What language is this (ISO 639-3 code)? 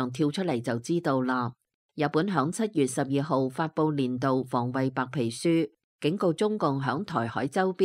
yue